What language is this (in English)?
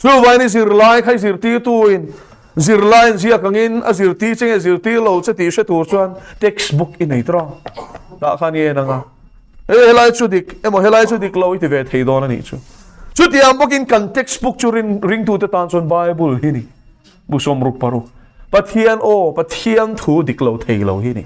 Mizo